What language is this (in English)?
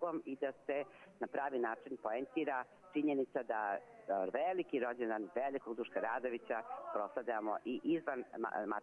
Croatian